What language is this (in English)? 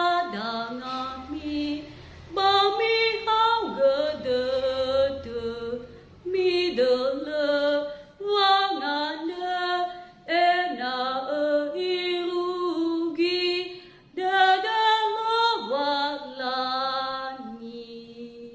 Nias